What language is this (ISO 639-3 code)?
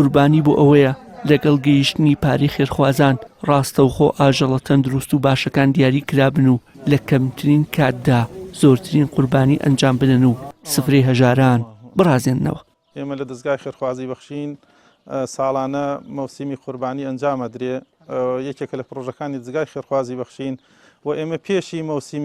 ckb